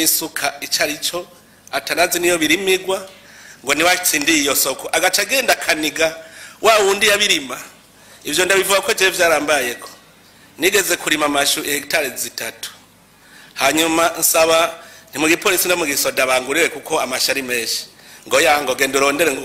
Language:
Rundi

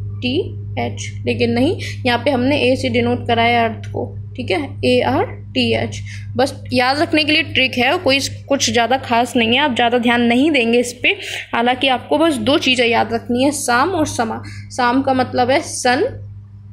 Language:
Hindi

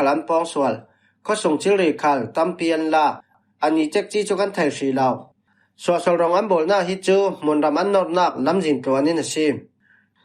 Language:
Falam Chin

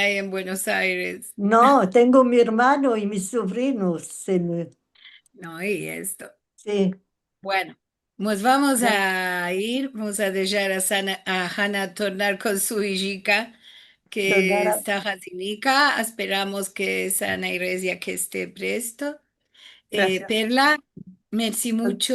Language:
Ladino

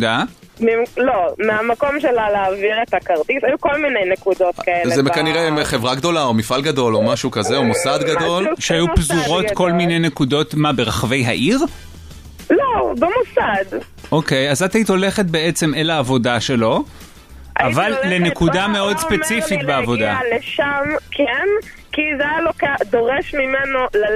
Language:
Hebrew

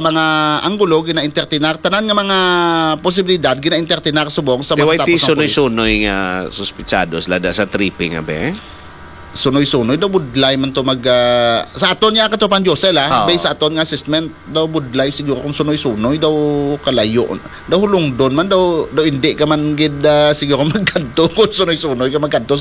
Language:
Hiligaynon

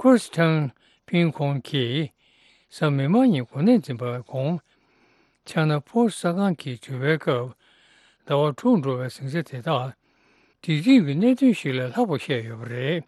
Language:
Tibetan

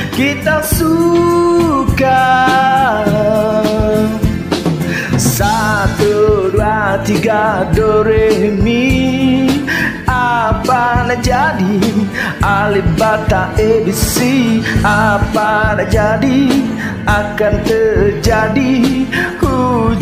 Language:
Malay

